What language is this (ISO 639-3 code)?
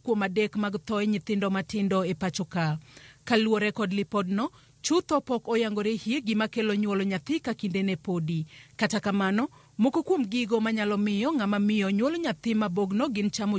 luo